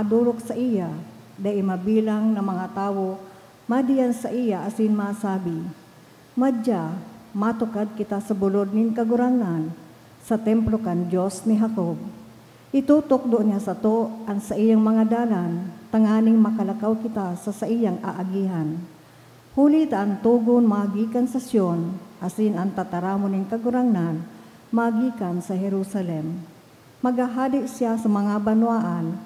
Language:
Bikol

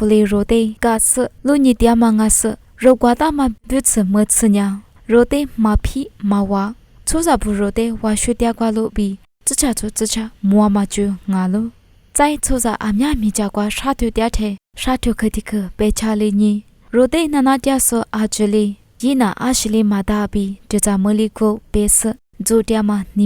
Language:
Lisu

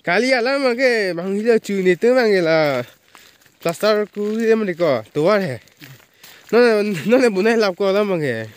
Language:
Karbi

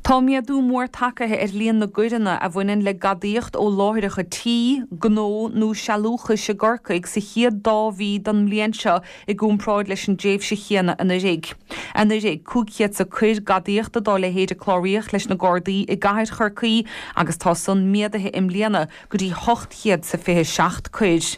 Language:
Irish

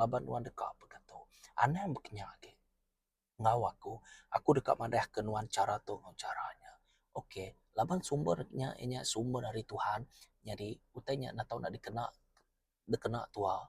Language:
Iban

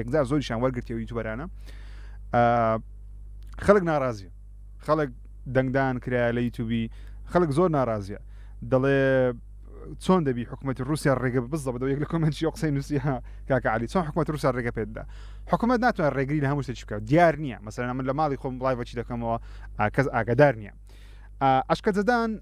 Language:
Central Kurdish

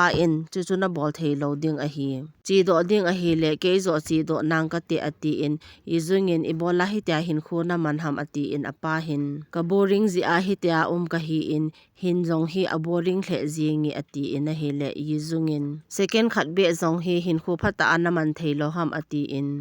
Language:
Thado Chin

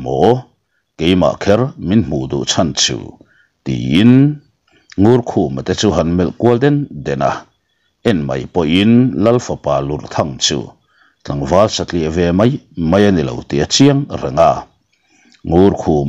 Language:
Mizo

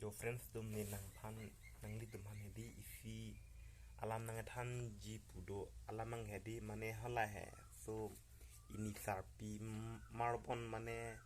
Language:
Karbi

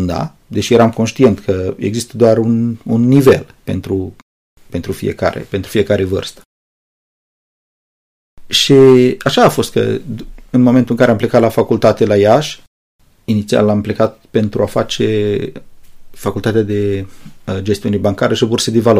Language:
Romanian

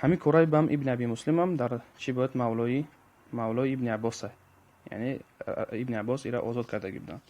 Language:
Tajik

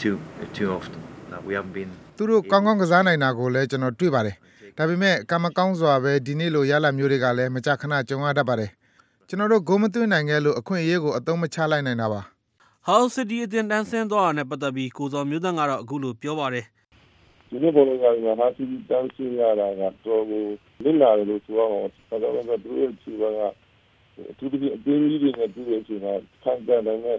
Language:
Burmese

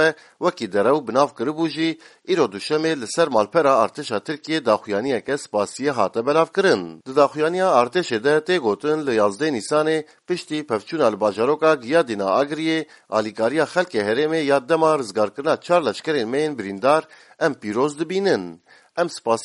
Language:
Kurdish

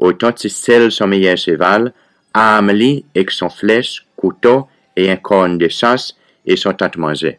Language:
Seselwa Creole French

